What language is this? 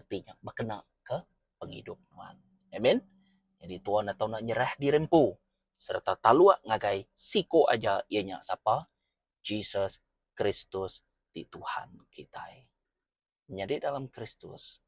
Iban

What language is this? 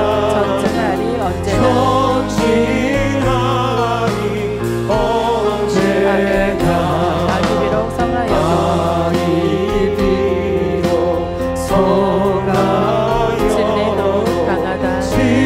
Korean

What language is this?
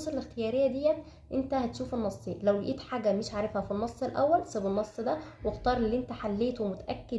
Egyptian Arabic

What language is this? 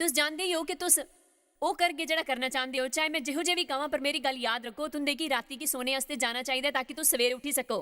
Dogri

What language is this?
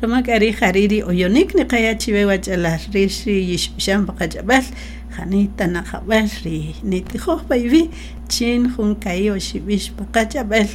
Kaqchikel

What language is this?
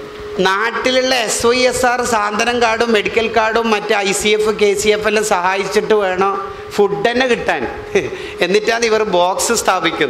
Malayalam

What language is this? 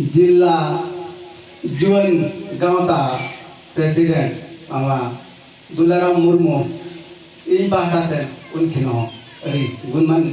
Santali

